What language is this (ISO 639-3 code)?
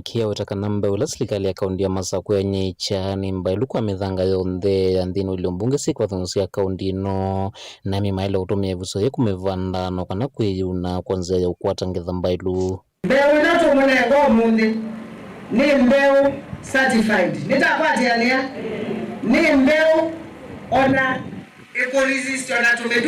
kam